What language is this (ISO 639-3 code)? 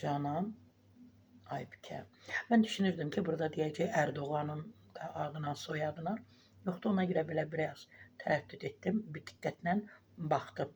aze